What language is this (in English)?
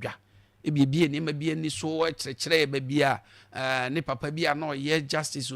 Akan